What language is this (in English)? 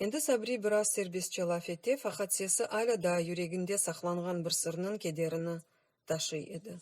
Crimean Tatar